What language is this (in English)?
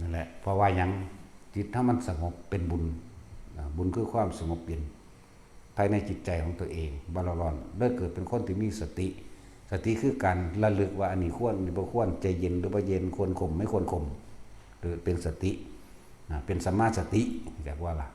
Northeastern Thai